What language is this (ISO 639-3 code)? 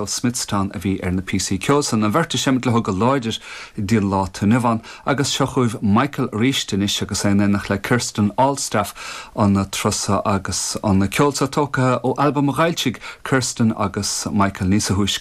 gle